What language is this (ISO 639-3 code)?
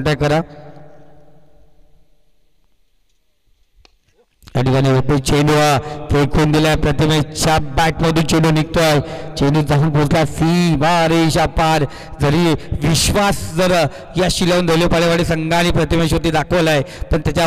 mar